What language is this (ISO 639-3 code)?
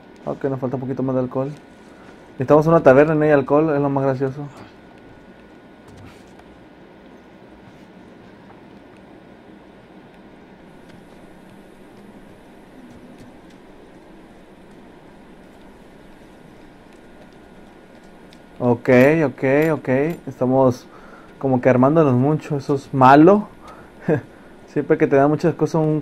spa